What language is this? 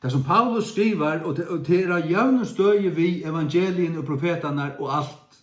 Faroese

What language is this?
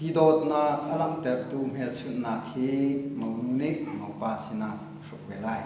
Hakha Chin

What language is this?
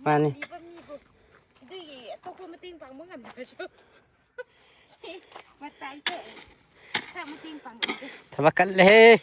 Manipuri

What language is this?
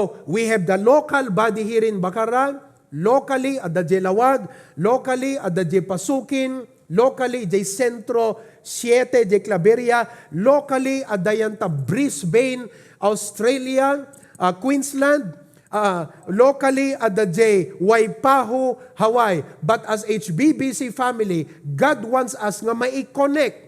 Iloko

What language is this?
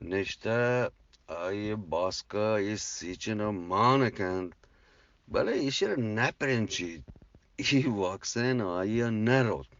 Eastern Balochi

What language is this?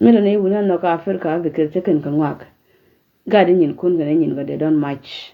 Nuer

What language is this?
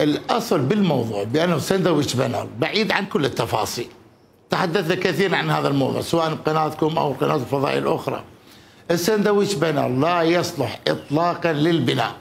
Mesopotamian Arabic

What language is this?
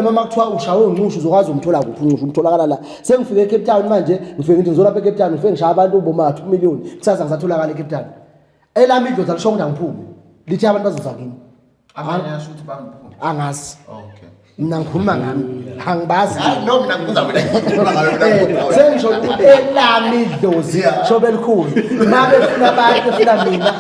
Zulu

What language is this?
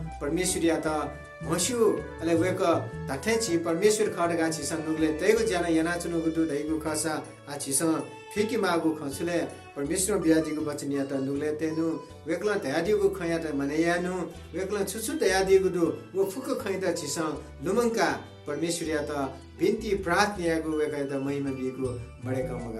Newari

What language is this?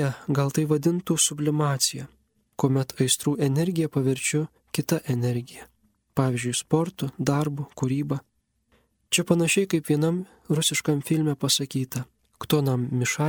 Lithuanian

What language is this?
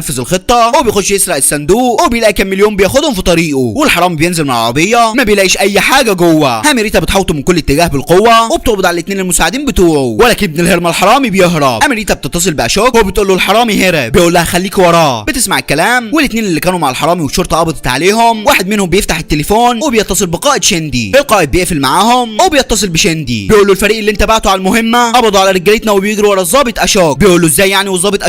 Egyptian Arabic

